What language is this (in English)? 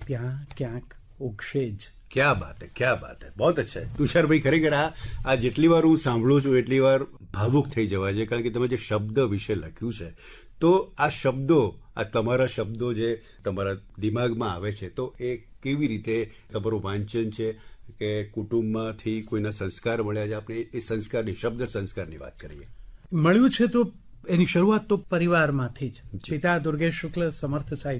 Gujarati